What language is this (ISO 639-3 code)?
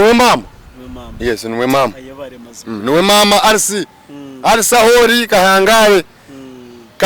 nyn